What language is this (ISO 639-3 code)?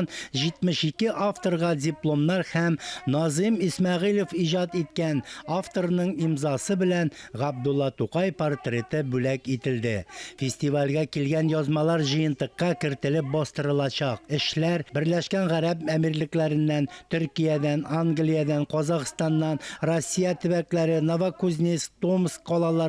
tat